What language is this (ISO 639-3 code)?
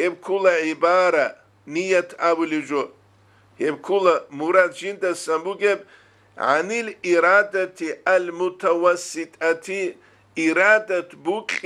ava